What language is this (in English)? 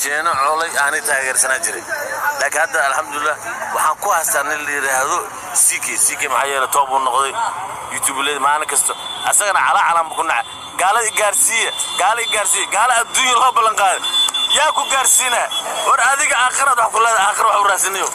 Somali